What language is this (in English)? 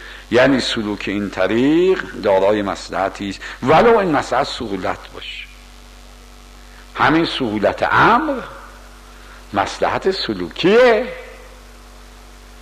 Persian